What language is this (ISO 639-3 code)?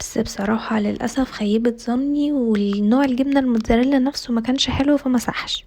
arz